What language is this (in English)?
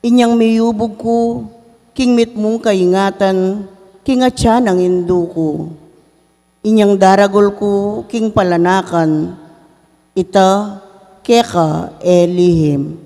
Pampanga